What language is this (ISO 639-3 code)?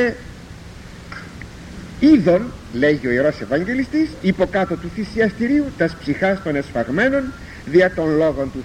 ell